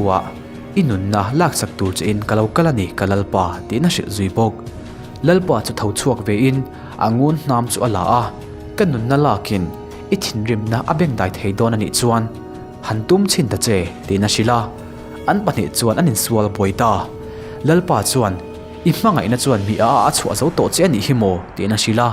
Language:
Mizo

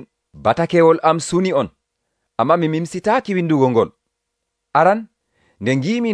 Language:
Nigerian Fulfulde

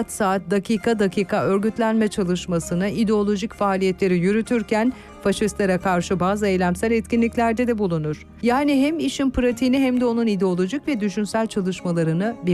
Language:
Turkish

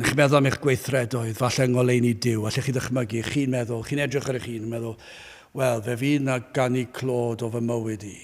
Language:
Welsh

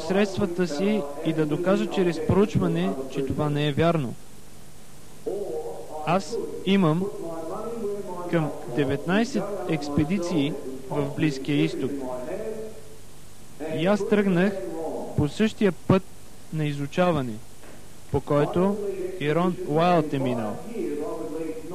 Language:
Bulgarian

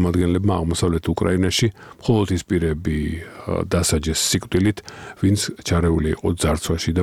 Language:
Georgian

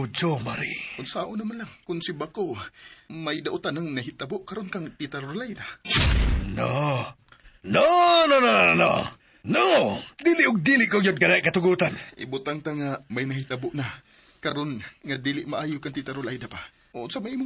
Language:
Cebuano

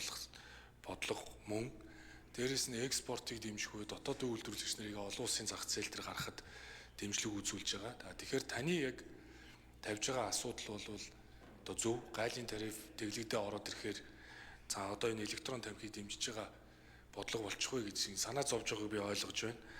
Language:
Mongolian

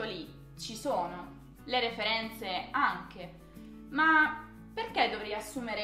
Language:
Italian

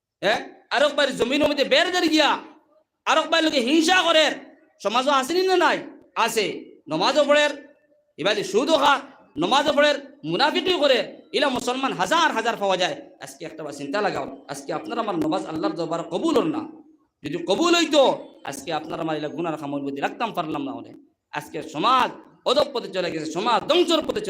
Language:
Sylheti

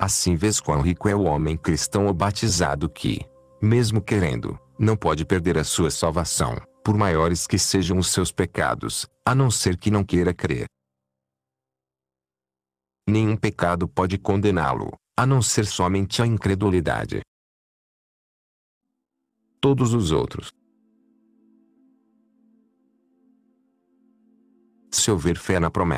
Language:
Portuguese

